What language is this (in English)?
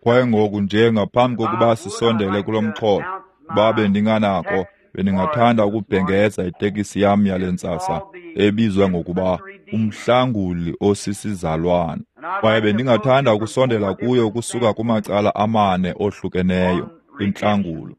Xhosa